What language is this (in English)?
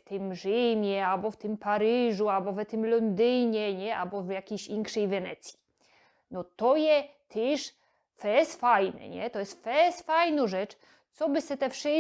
Silesian